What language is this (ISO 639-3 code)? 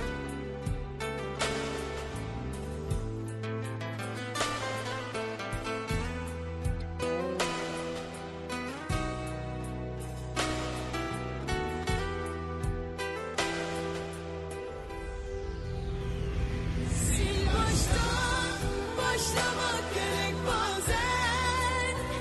tur